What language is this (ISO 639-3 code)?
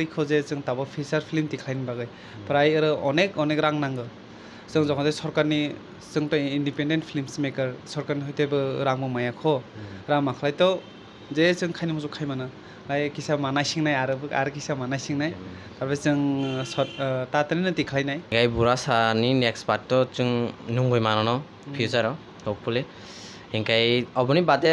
trp